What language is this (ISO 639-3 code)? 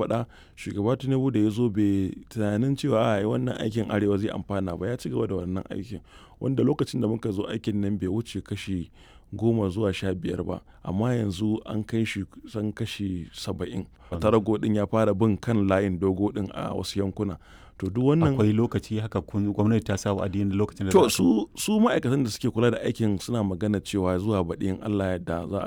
hau